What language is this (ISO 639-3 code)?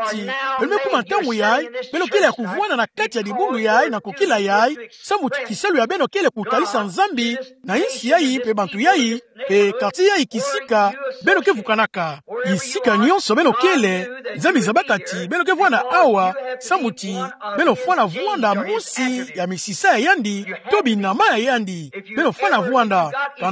ktu